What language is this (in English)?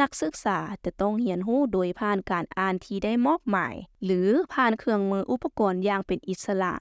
Lao